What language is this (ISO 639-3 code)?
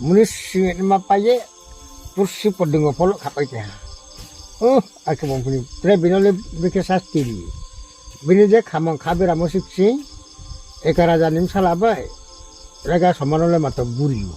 ria